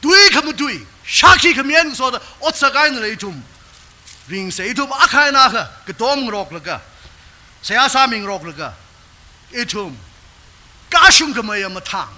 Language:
Tangkhul Naga (India)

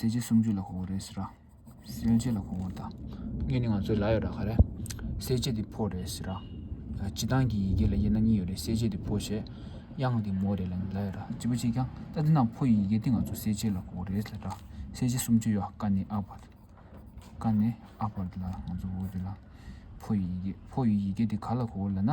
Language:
Tibetan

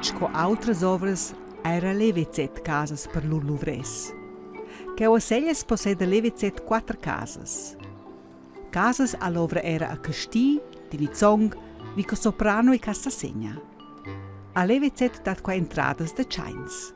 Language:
Romansh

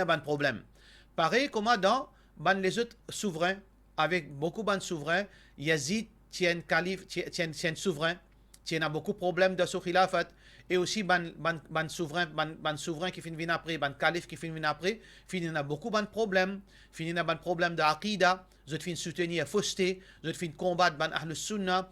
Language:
Morisyen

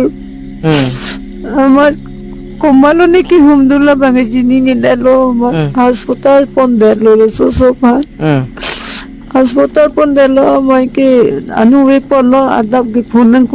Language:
Karbi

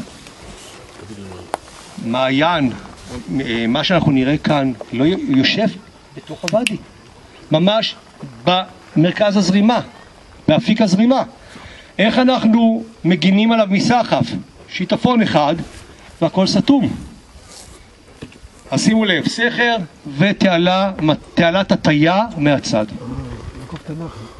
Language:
Hebrew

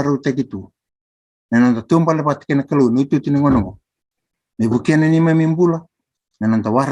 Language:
Fijian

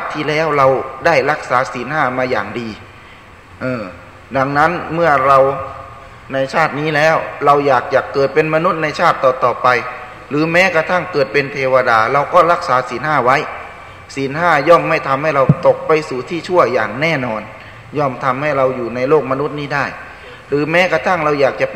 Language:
Thai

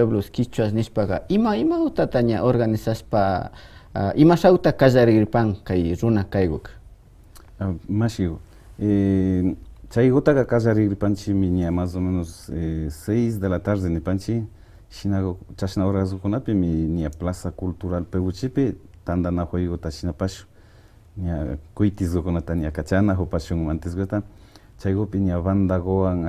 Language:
Imbabura Highland Quichua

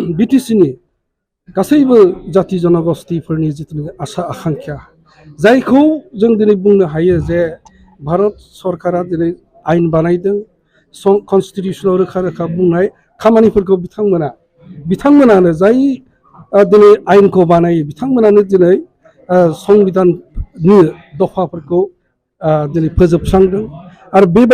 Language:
Bodo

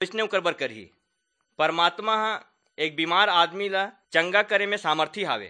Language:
Chhattisgarhi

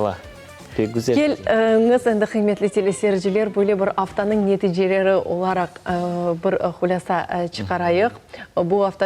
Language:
Crimean Tatar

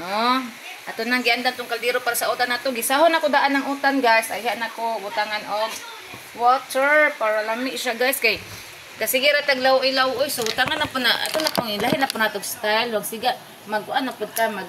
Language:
Cebuano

